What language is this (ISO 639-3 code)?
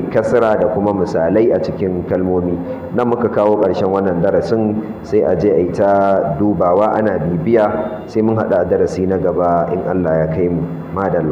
hau